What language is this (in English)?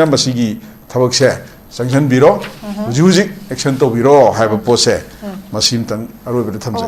Manipuri